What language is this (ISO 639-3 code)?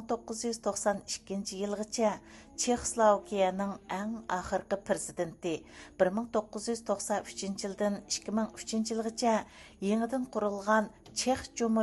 uig